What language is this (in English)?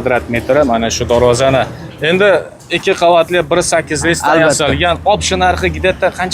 Uzbek